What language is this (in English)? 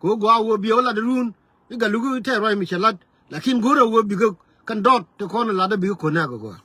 Nuer